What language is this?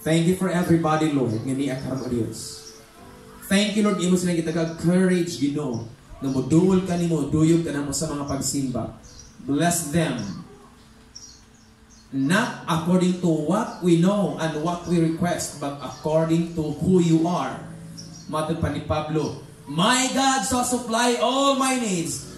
Cebuano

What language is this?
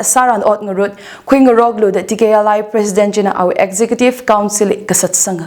Tangkhul Naga (India)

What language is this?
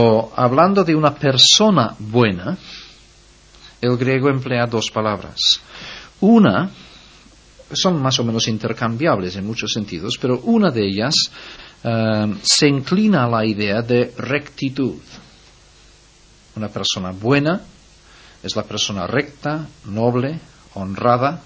Spanish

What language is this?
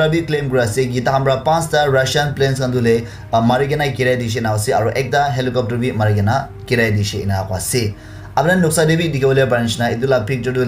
Naga Pidgin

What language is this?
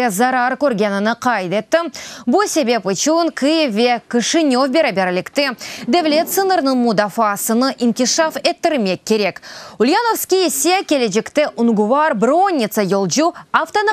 Crimean Tatar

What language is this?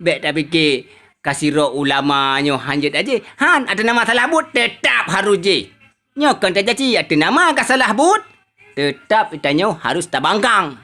Achinese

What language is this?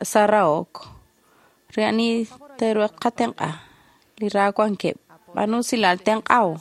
Kekchí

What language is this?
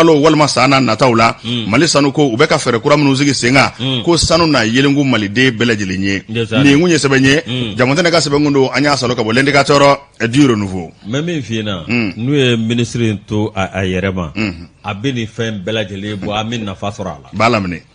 Bambara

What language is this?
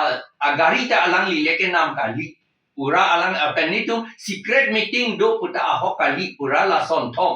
Karbi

